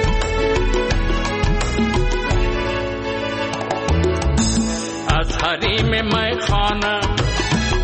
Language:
Persian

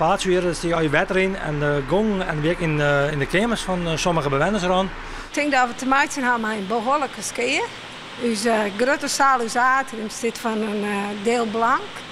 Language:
Western Frisian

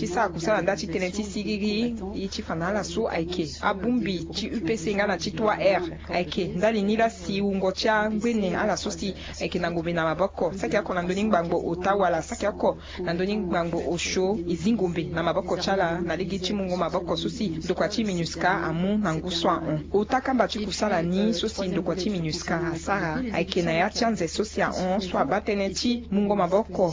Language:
Sango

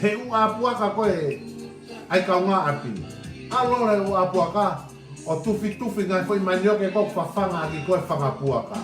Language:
Tongan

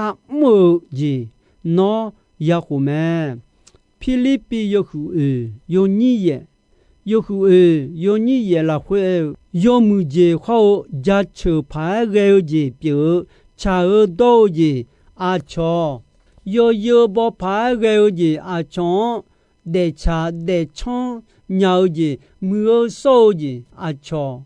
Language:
Akha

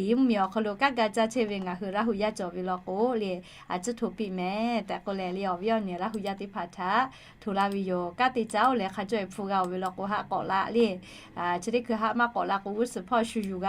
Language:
Lahu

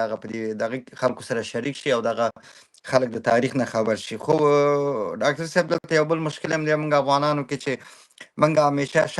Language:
Pashto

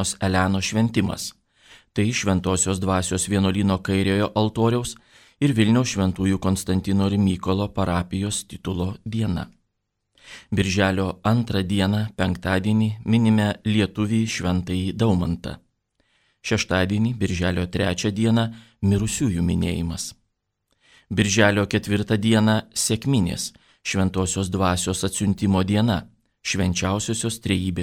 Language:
Lithuanian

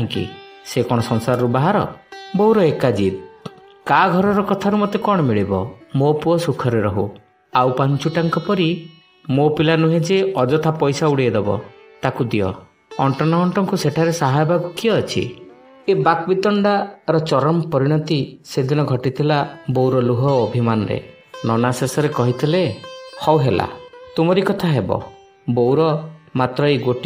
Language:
Odia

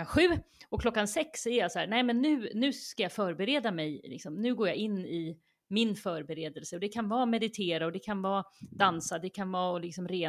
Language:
Swedish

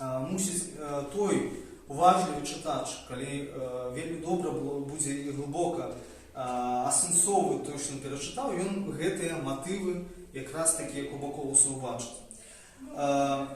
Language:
Belarusian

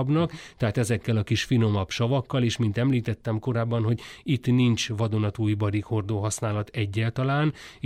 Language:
Hungarian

